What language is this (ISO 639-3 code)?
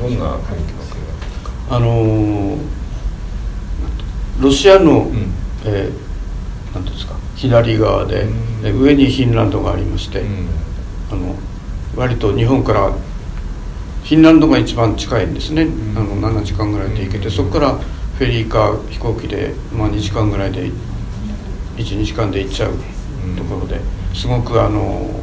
jpn